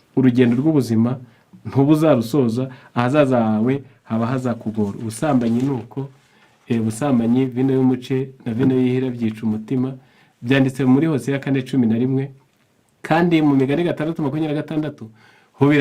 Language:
Kinyarwanda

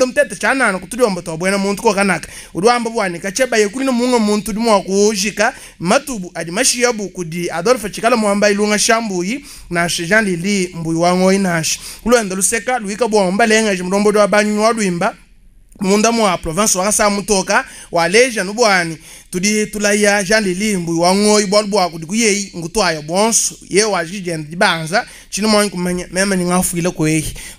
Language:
Luba-Lulua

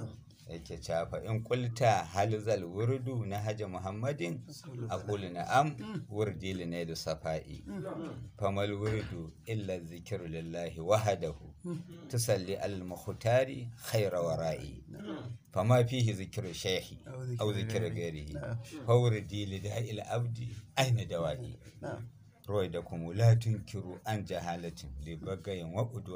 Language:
Hausa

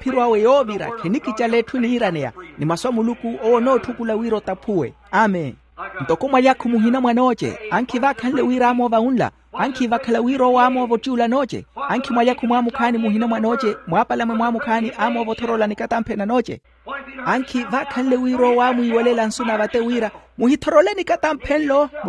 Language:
Makhuwa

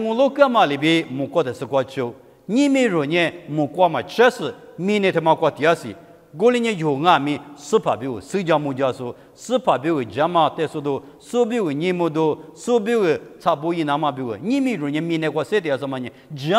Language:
Lisu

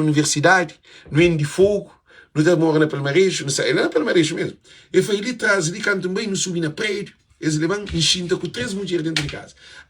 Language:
Kabuverdianu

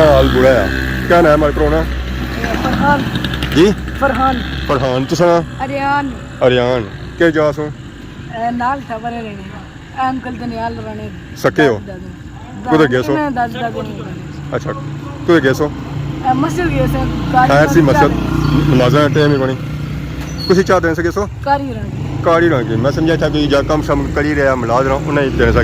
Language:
Pahari-Potwari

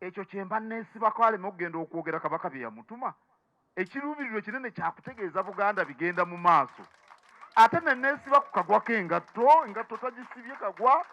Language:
Ganda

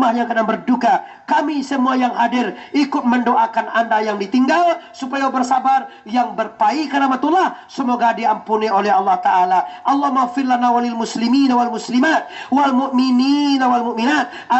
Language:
Minangkabau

